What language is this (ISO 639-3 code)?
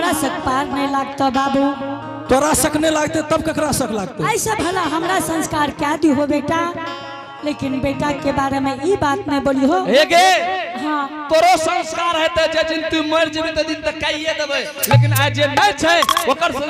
anp